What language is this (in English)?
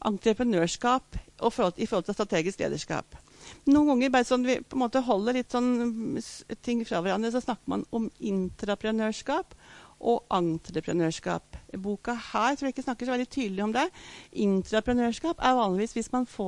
Norwegian